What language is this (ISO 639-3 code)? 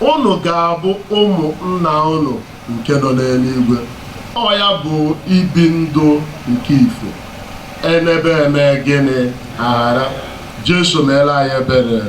ibo